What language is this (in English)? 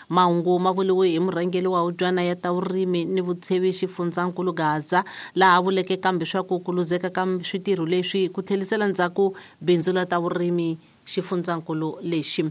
Tsonga